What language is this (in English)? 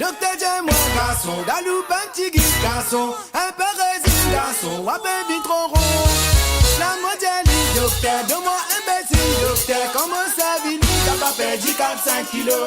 Morisyen